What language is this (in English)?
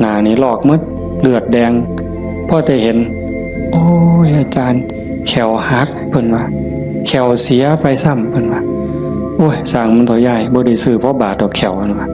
Northeastern Thai